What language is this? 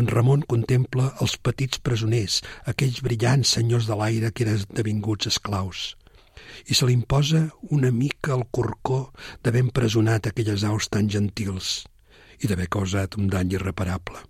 Catalan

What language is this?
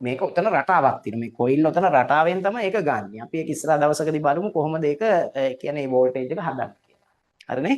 Sinhala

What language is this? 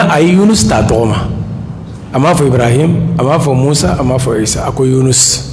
Bambara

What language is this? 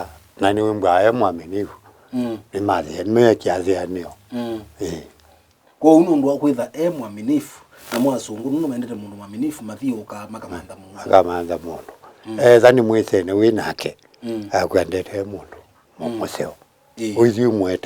Kamba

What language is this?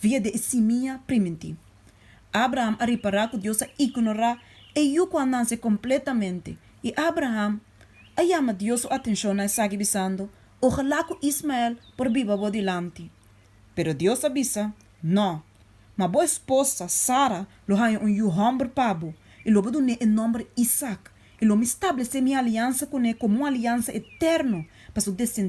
Papiamento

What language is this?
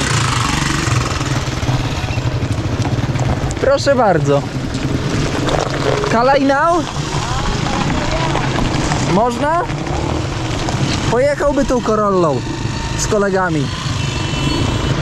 Polish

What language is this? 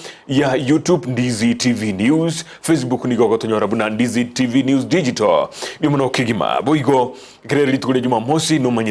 Gusii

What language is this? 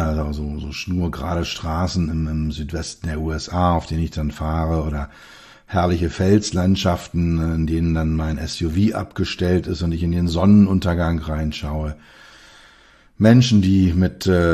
German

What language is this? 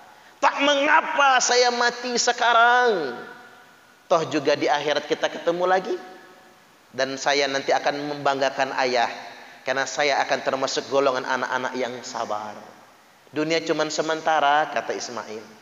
Indonesian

